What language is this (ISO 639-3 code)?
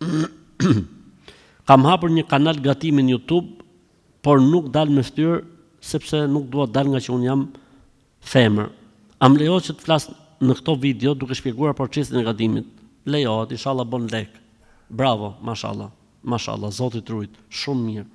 sqi